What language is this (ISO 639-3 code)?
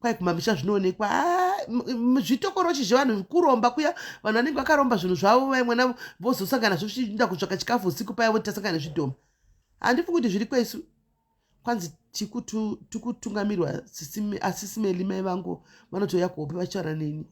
sna